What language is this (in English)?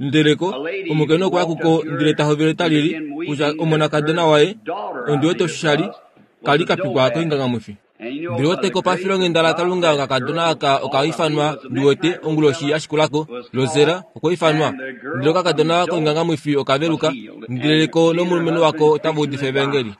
Kuanyama